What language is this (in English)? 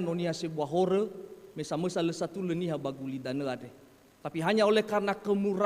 Nias